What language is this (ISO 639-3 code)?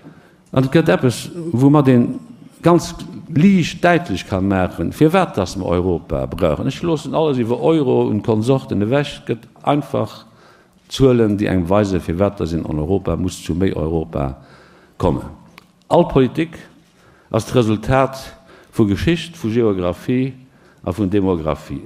ltz